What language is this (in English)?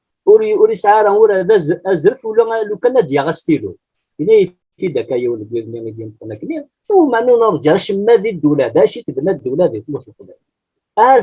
Kabyle